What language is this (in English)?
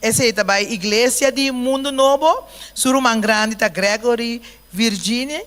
Papiamento